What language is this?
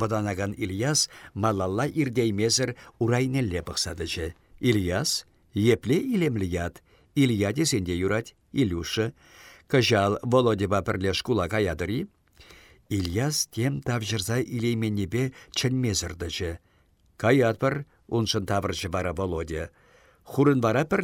Chuvash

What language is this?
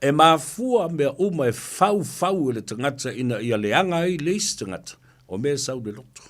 Samoan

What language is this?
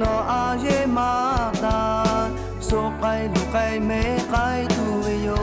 Lahu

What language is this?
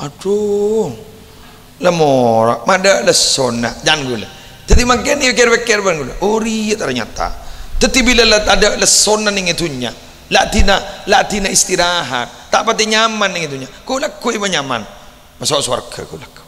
Madurese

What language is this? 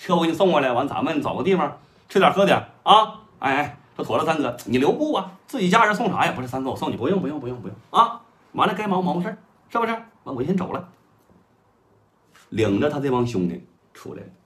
Chinese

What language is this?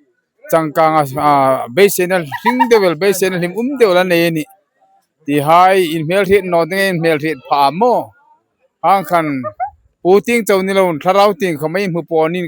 Hmar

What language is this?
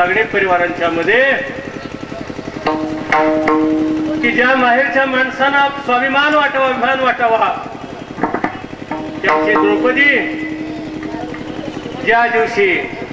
Marathi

